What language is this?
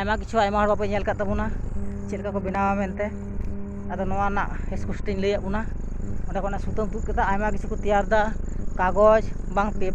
Santali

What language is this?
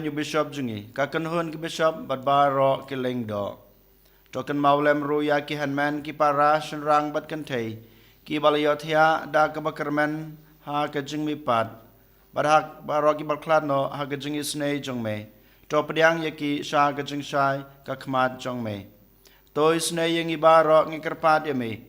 Khasi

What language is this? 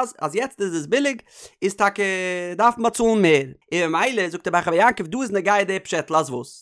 Yiddish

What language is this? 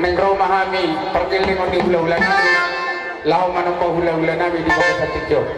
Batak Toba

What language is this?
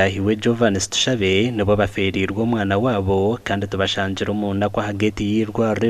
Nyankole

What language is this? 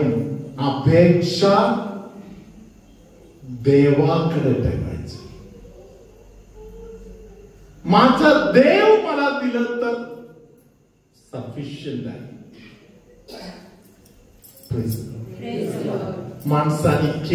Marathi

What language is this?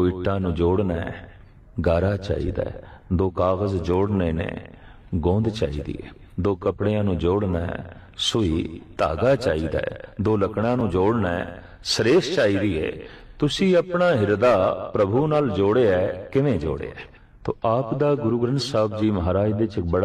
Punjabi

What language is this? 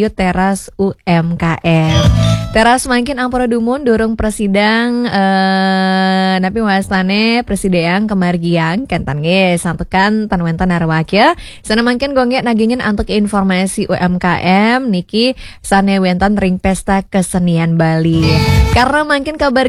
Balinese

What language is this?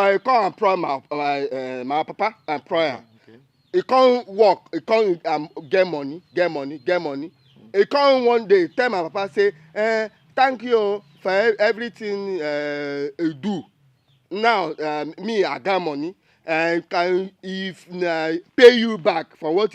Nigerian Pidgin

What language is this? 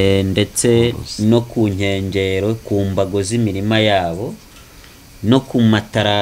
Kinyarwanda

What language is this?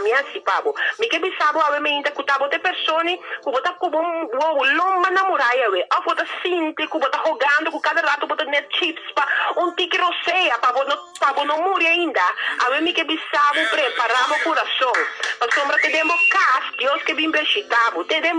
Papiamento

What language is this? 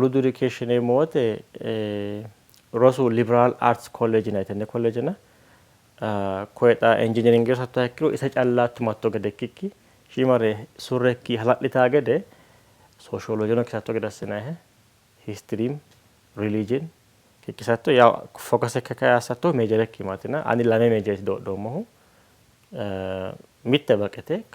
Sidamo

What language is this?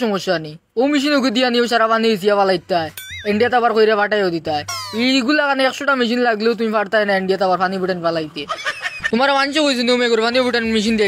Sylheti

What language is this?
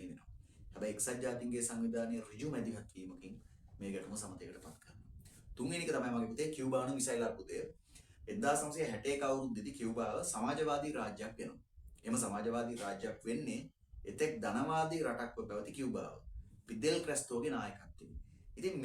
Sinhala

